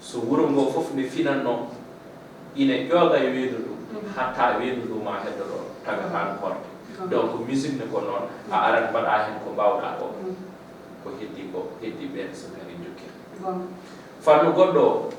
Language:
Fula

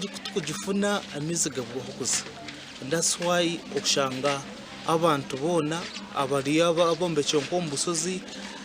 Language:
Nyankole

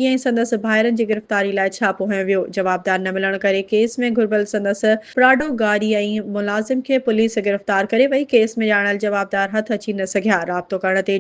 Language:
Sindhi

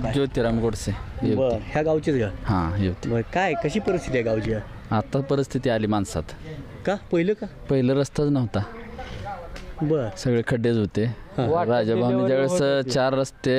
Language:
Marathi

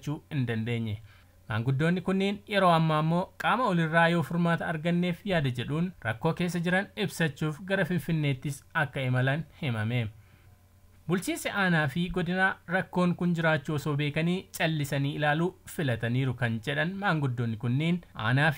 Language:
Oromo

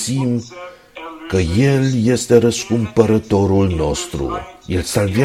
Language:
Romanian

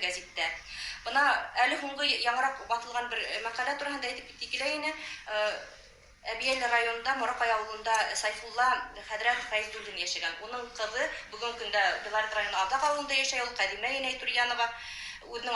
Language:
Bashkir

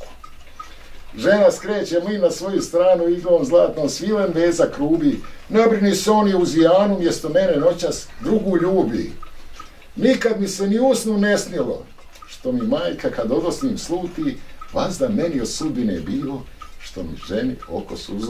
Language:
Bosnian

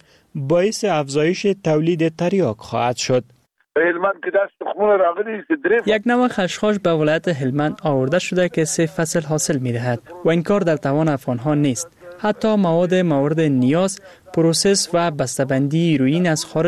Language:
Persian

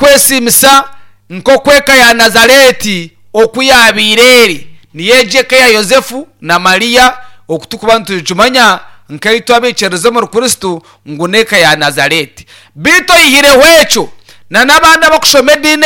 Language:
Nyankole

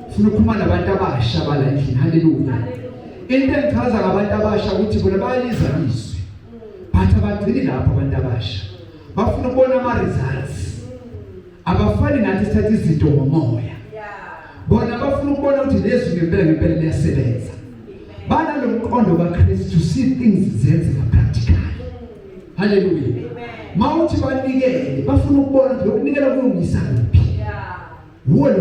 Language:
Zulu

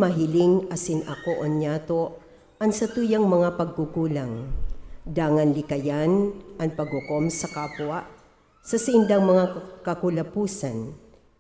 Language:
Bikol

